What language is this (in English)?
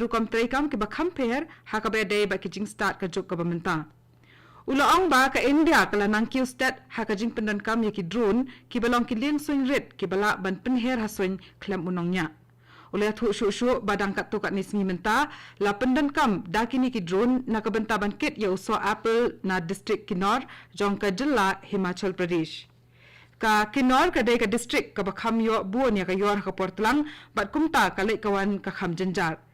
Khasi